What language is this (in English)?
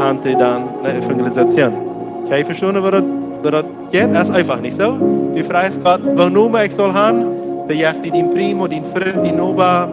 Plautdietsch